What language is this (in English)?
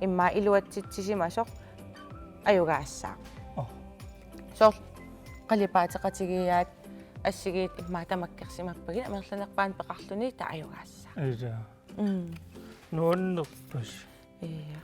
Kalaallisut